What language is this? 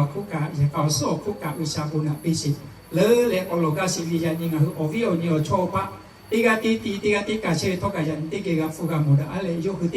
Lahu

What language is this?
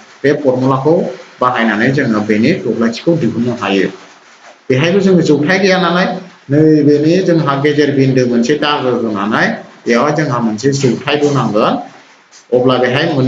Bodo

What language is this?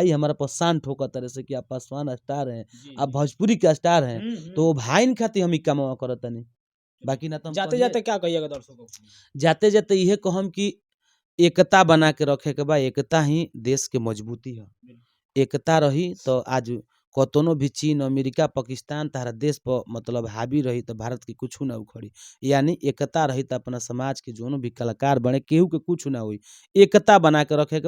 Bhojpuri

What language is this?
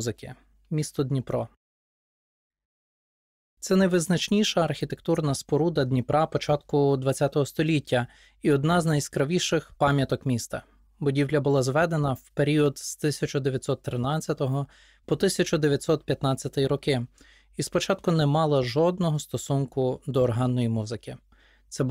Ukrainian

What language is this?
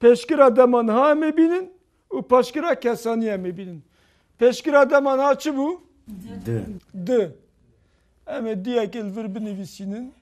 Kurdish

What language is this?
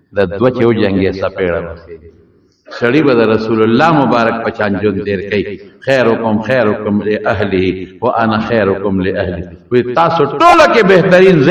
Pashto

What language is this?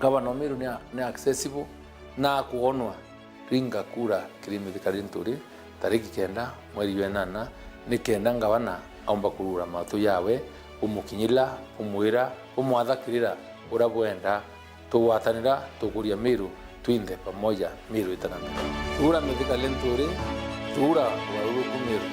Meru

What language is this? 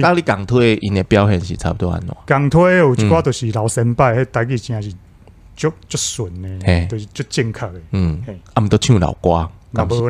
Min Nan Chinese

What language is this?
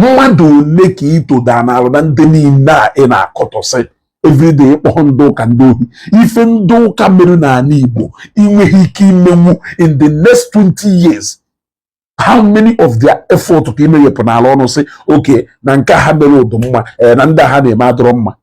Igbo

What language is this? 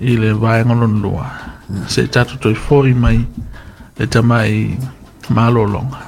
Samoan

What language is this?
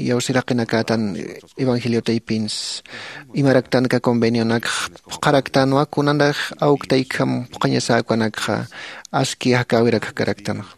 Aymara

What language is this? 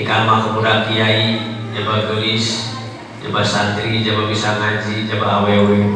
Sundanese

